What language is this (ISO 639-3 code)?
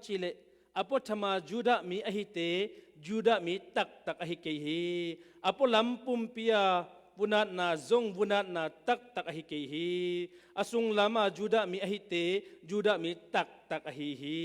ctd